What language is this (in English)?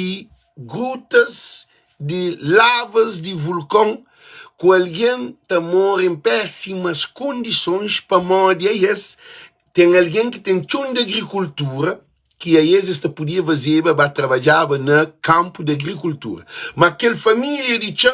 Kabuverdianu